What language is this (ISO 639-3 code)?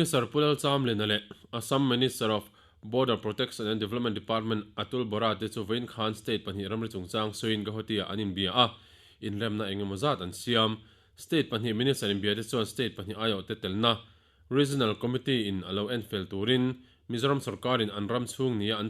lus